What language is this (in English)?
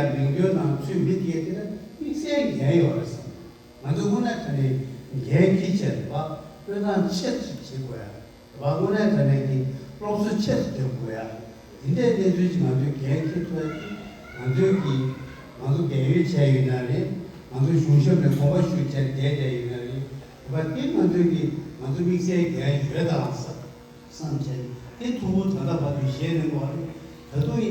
Tibetan